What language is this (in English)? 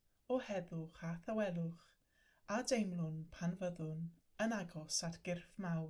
Welsh